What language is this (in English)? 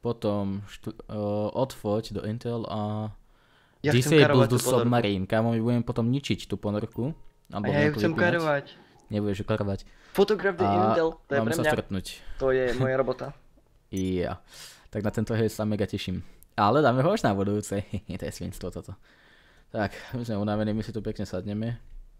Slovak